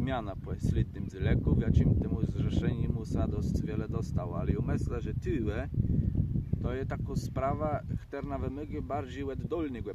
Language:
Kashubian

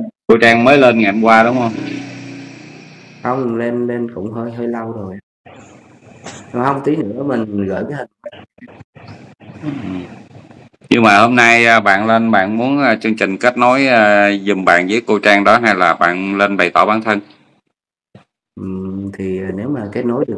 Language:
Vietnamese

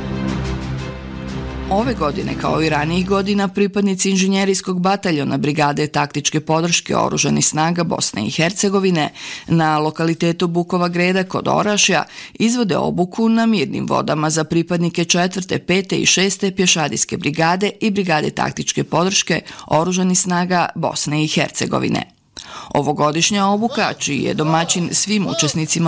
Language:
Bosnian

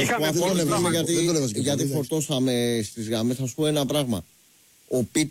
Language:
Greek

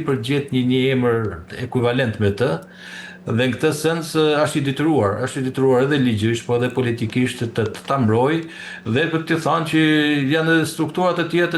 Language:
Albanian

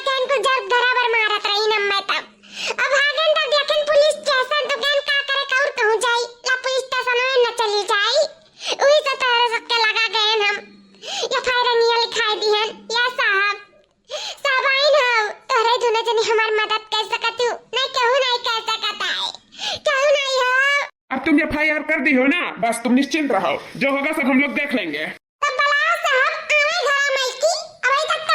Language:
Awadhi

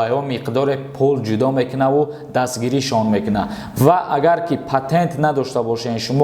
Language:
Tajik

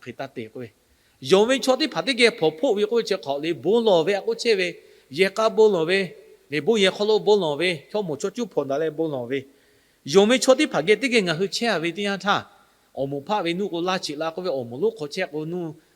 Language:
Lahu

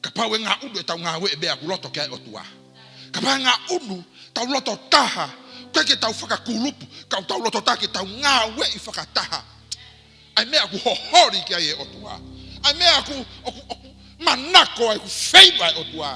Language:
Tongan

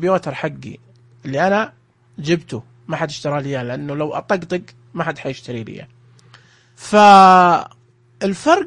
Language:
Najdi Arabic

